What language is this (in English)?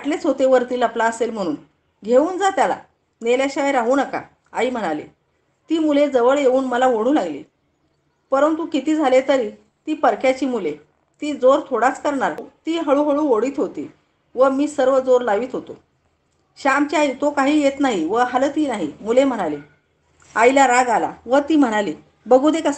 Marathi